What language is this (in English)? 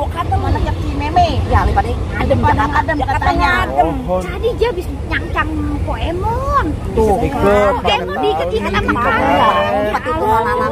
Betawi